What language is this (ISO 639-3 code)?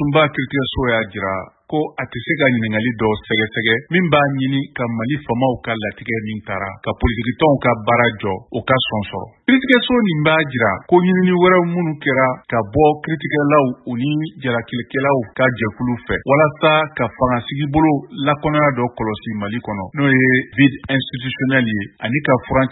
bam